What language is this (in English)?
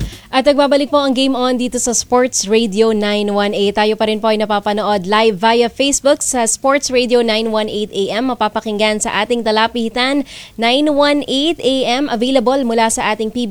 Filipino